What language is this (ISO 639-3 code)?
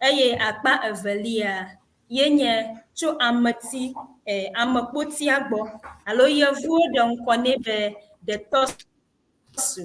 ewe